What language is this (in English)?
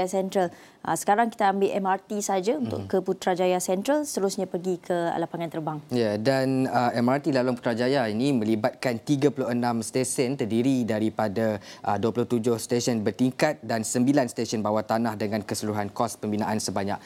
Malay